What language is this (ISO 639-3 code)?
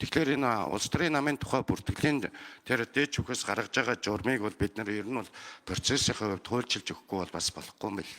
mon